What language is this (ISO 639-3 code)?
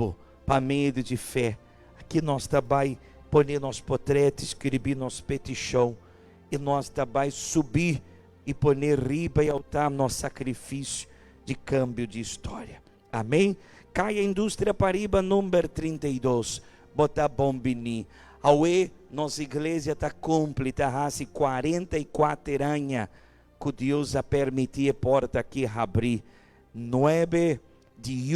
pap